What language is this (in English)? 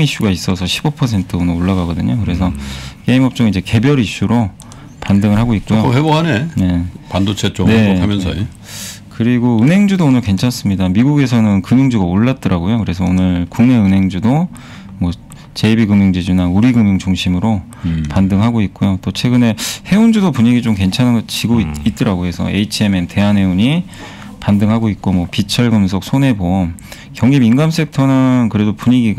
Korean